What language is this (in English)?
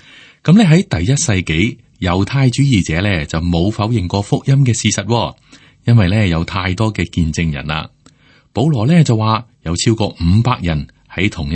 Cantonese